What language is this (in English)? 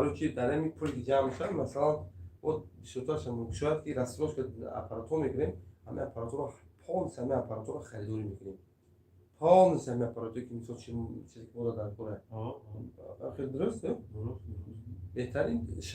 Tajik